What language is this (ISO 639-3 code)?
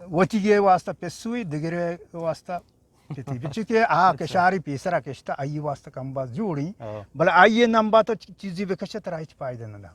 bgp